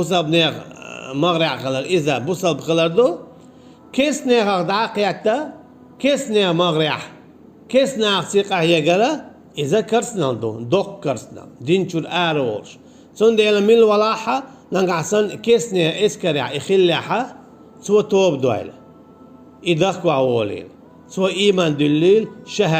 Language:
Chechen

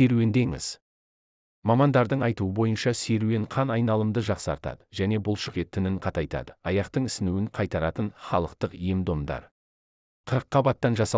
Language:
Kazakh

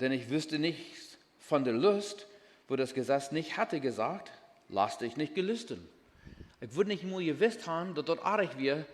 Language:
Plautdietsch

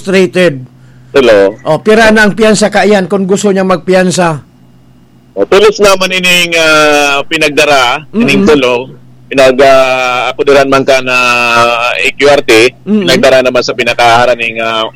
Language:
Bikol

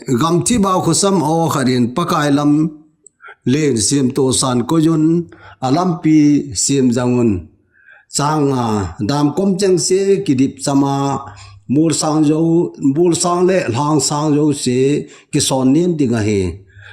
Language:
Thado Chin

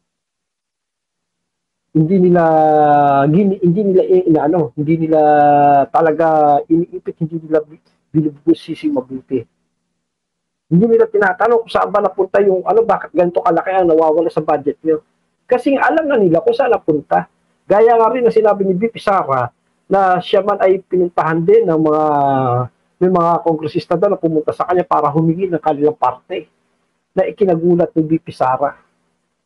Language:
Filipino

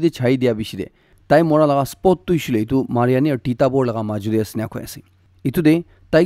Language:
Naga Pidgin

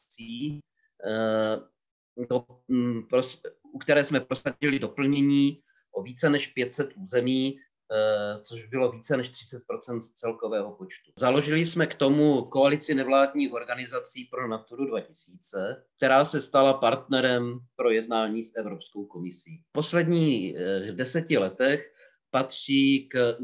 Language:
Czech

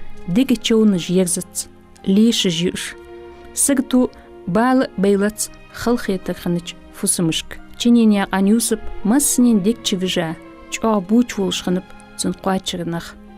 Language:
Ingush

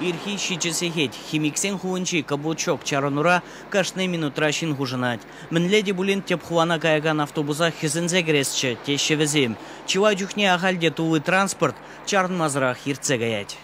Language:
Chuvash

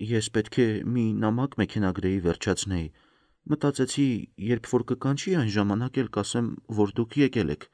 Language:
Armenian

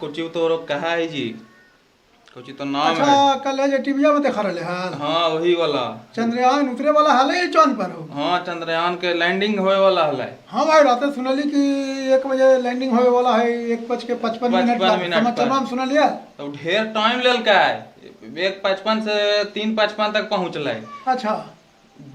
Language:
Magahi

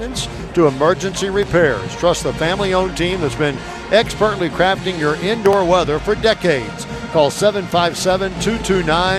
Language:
English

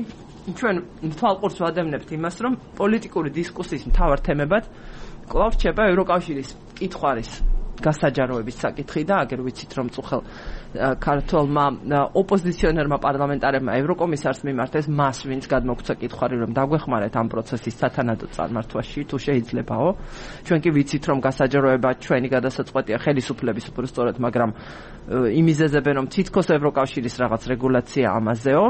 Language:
Georgian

